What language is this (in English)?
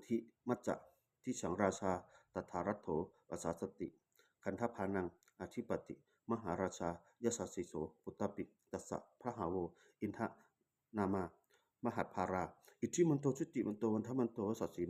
Pali